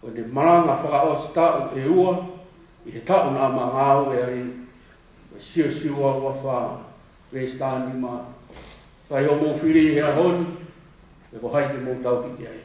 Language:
Tongan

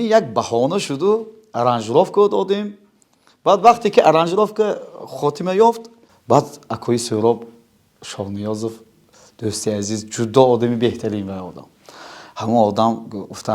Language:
Tajik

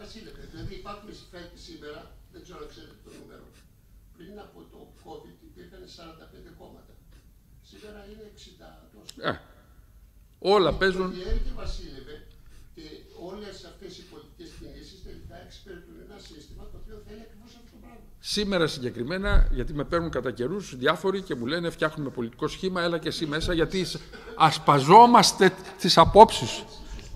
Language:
Greek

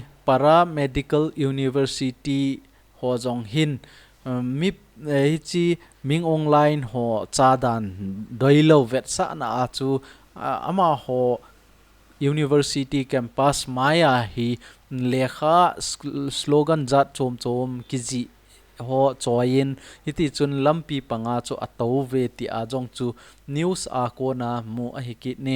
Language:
Thado Chin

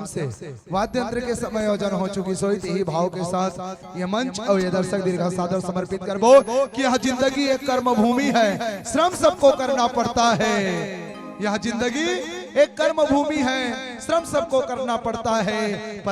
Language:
Chhattisgarhi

